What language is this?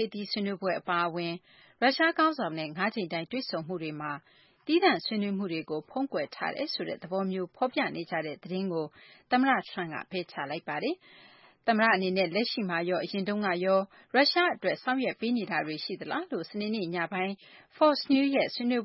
Burmese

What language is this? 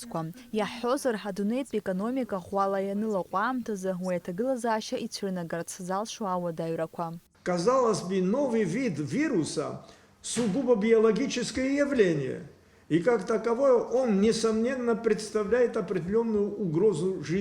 Abkhazian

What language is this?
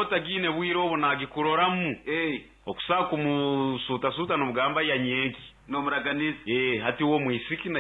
Nyoro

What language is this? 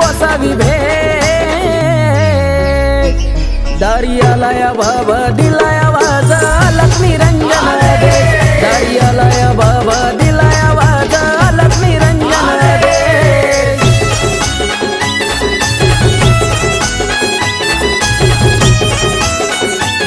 Marathi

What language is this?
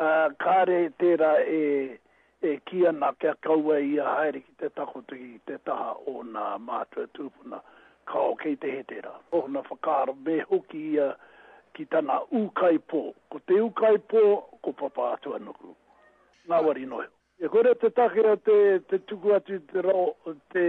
Māori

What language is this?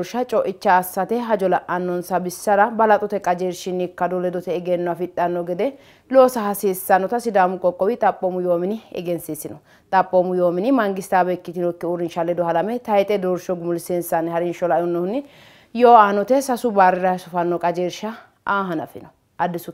Sidamo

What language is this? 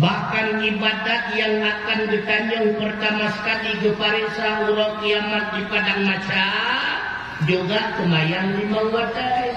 Achinese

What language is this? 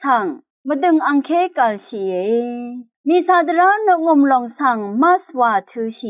Rawang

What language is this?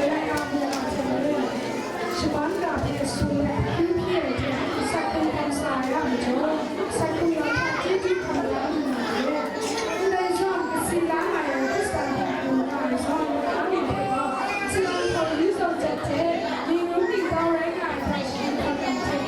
Kachin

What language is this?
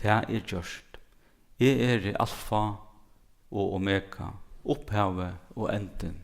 Faroese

